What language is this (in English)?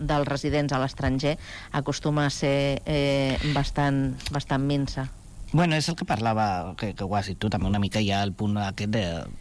Catalan